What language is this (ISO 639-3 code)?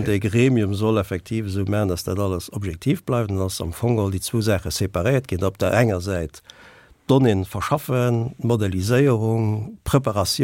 ltz